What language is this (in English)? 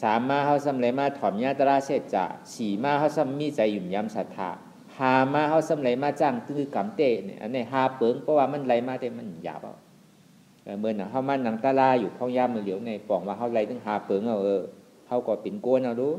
Shan